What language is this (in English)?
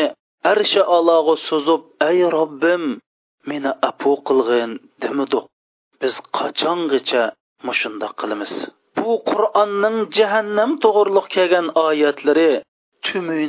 Uyghur